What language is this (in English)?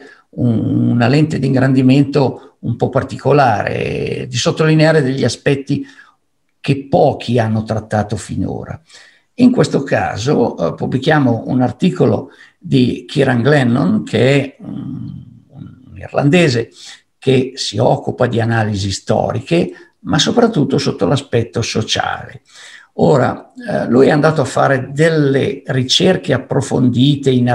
Italian